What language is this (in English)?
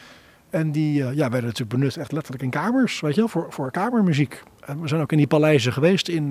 Dutch